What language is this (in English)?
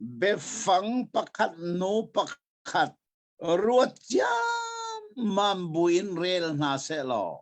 Hakha Chin